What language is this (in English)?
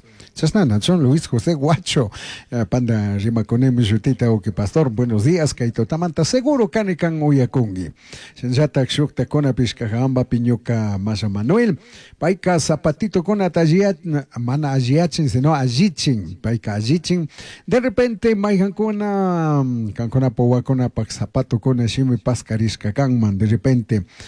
Chimborazo Highland Quichua